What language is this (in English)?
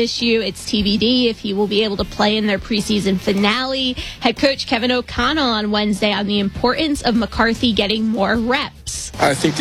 English